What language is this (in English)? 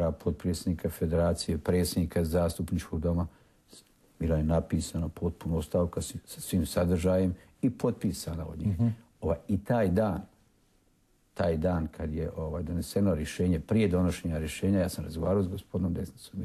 Croatian